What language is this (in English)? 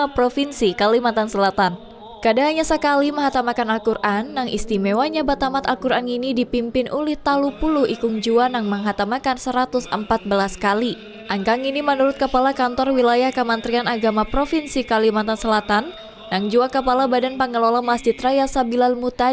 Banjar